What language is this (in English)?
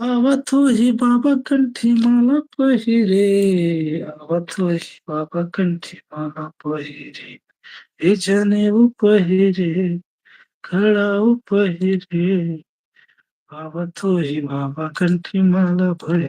Chhattisgarhi